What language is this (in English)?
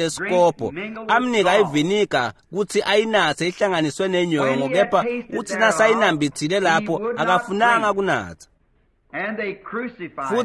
Swati